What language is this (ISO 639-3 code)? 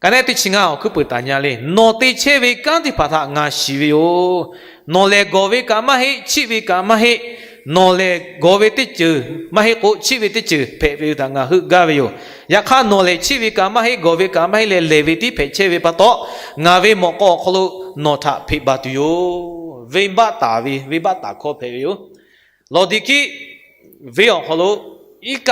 lhu